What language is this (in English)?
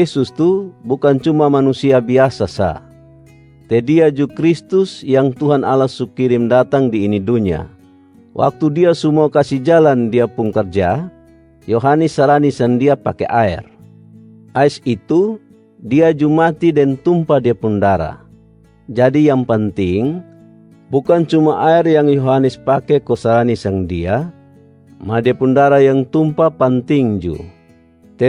Kupang Malay